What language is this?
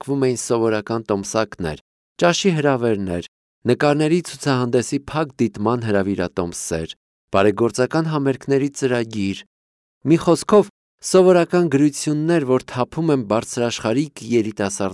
Armenian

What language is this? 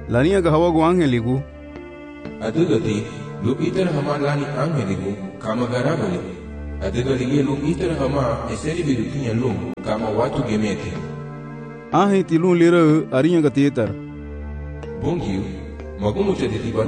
Garifuna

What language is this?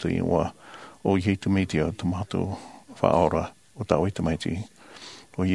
Tahitian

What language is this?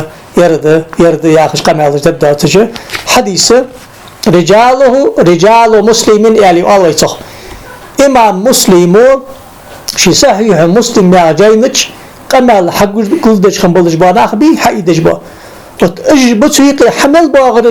Ingush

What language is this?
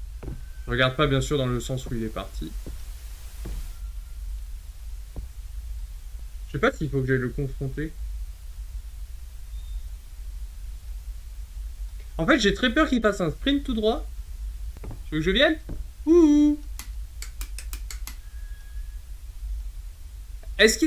French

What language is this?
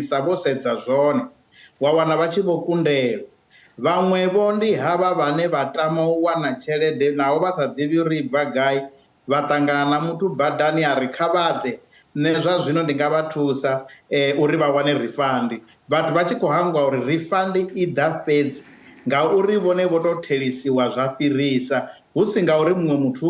Venda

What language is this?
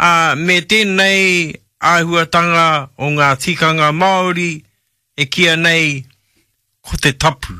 Māori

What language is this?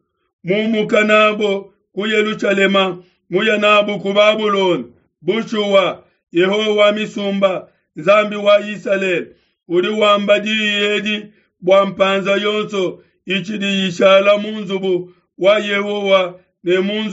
Luba-Lulua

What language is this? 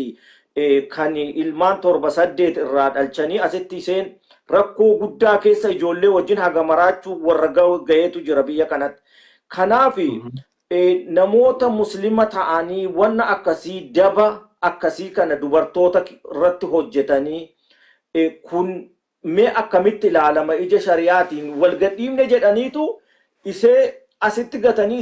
Oromo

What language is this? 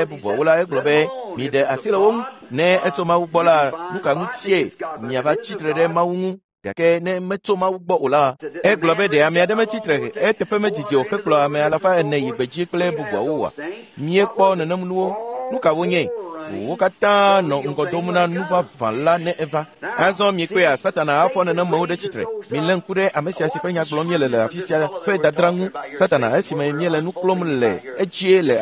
Ewe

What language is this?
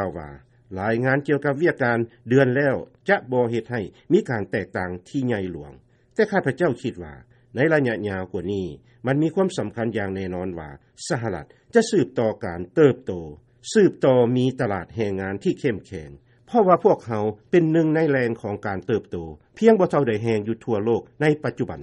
Lao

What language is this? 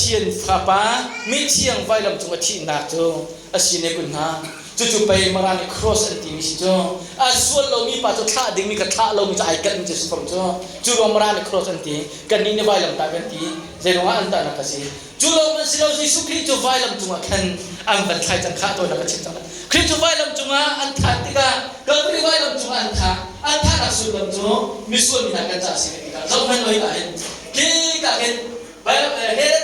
Hakha Chin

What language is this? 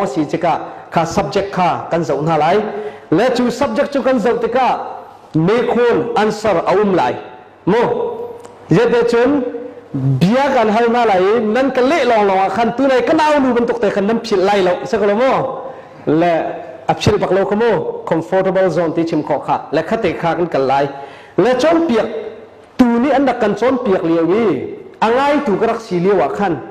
Hakha Chin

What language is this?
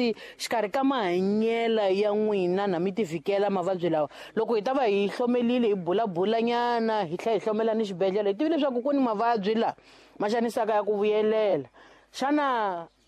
Tsonga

